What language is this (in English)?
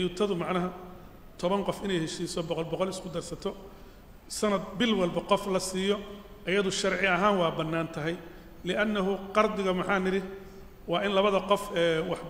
Somali